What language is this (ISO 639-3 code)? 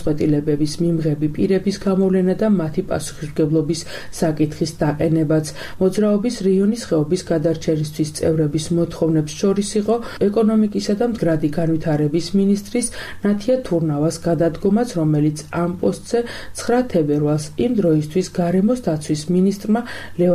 kat